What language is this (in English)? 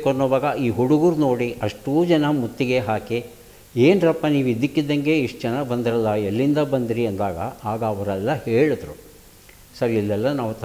Kannada